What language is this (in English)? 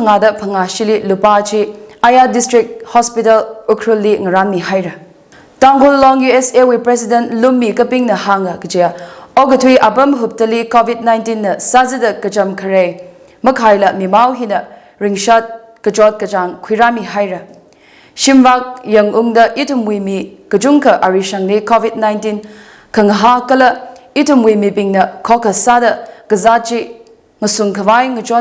Tangkhul Naga (India)